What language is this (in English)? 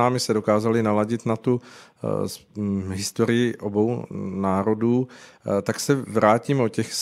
Czech